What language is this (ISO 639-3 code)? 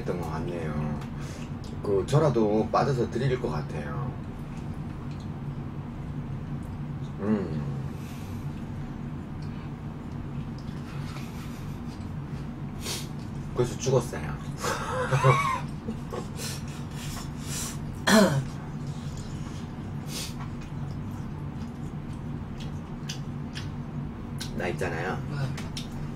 kor